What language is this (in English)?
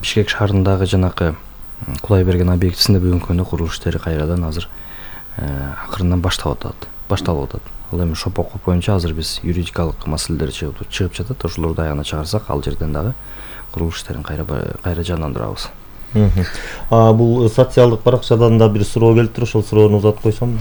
Kyrgyz